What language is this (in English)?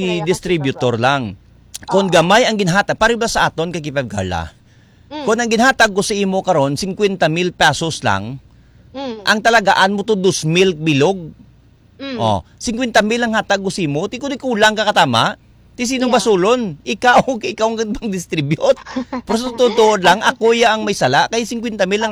Hiligaynon